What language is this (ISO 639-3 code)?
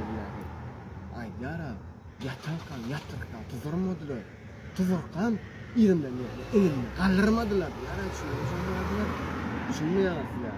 tuk